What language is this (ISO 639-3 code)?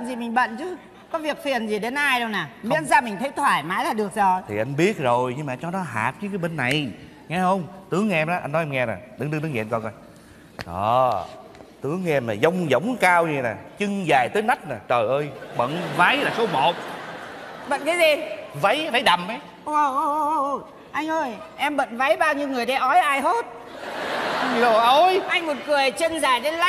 vie